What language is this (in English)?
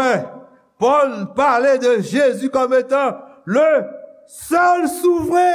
Haitian Creole